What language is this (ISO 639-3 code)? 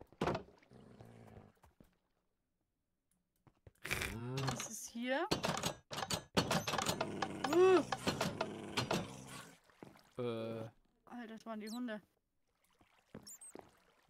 deu